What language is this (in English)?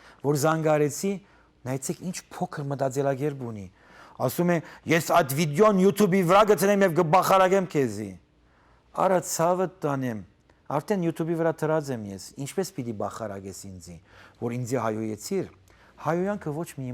Western Armenian